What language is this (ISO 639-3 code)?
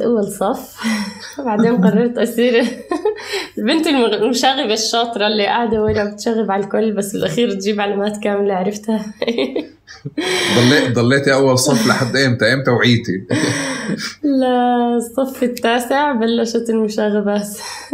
apc